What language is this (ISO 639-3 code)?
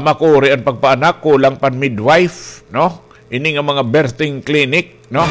war